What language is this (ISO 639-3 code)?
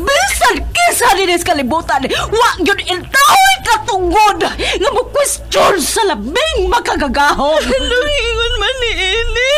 ceb